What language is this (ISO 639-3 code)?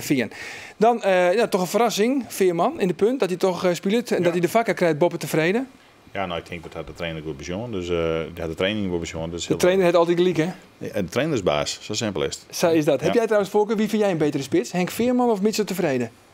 fry